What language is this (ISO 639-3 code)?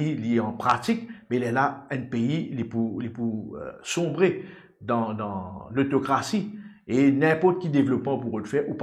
mfe